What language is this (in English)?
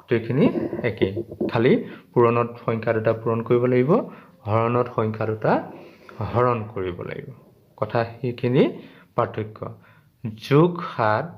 Assamese